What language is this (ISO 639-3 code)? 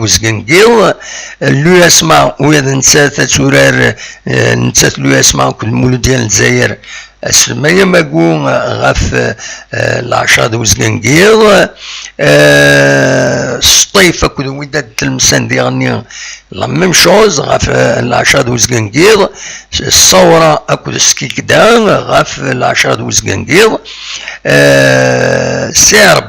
kab